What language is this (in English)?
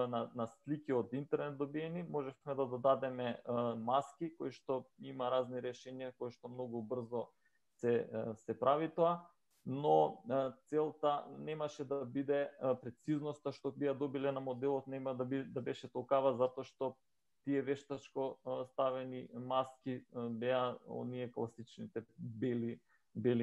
Macedonian